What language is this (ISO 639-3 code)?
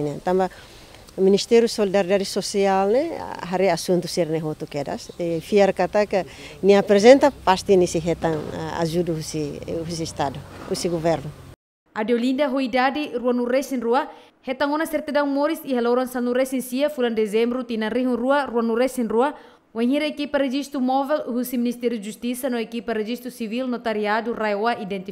tet